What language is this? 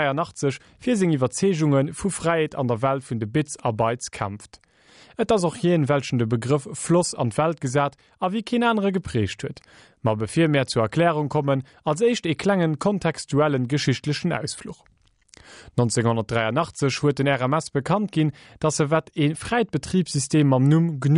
Luxembourgish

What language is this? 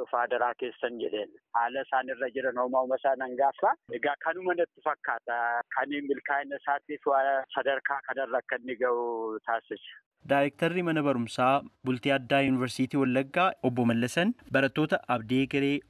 Oromo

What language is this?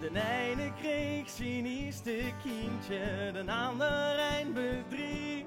Limburgish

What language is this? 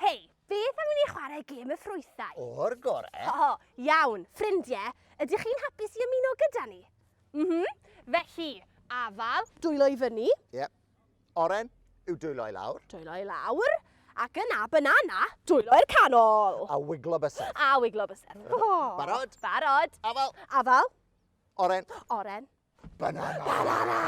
Welsh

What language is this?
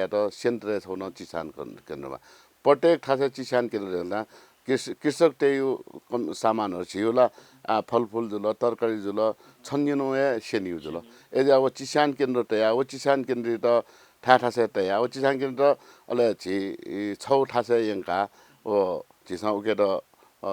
Newari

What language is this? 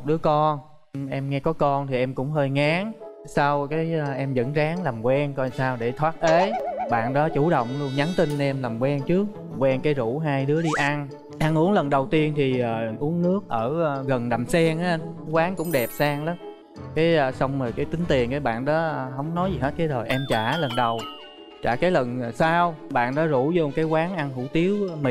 Vietnamese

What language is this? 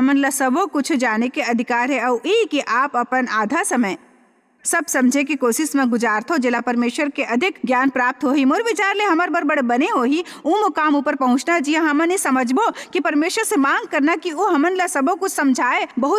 Chhattisgarhi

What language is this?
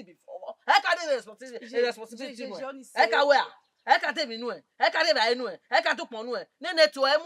Bini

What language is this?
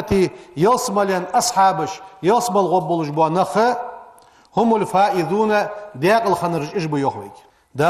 Ingush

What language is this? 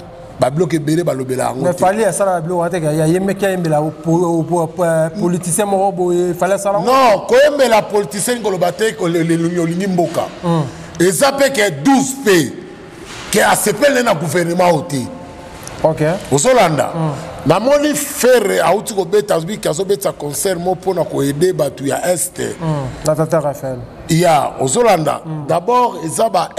Lingala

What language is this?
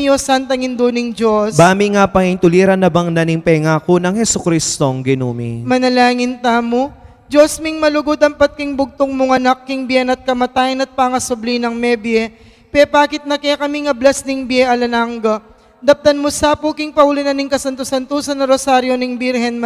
Pampanga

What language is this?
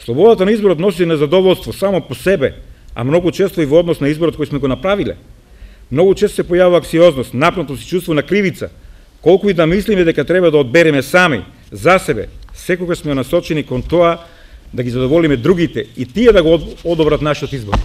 Macedonian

